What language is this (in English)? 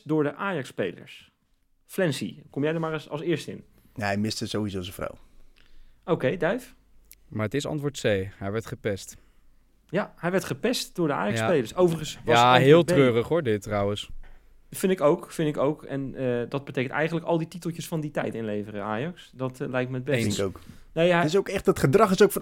Dutch